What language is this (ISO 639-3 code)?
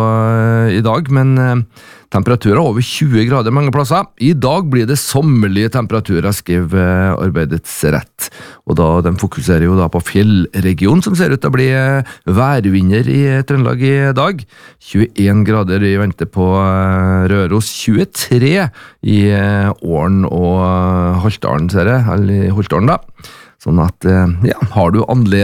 nor